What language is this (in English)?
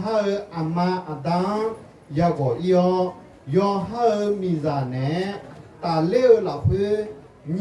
Akha